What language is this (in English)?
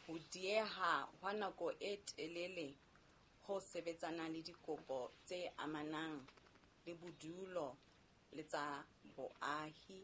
Southern Sotho